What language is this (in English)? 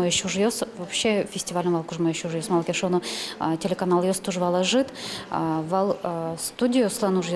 Udmurt